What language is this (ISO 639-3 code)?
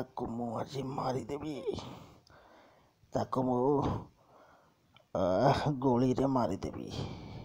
ori